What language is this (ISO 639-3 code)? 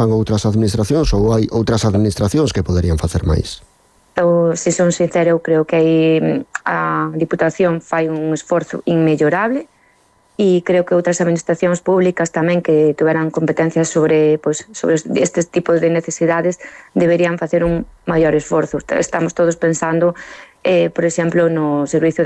glg